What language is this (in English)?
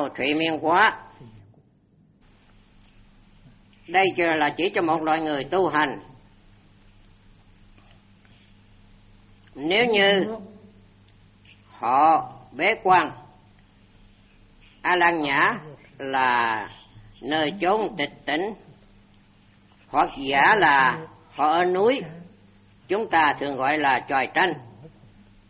Vietnamese